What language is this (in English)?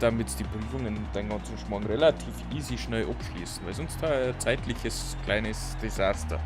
Bavarian